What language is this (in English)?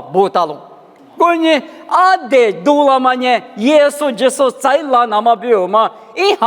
Lisu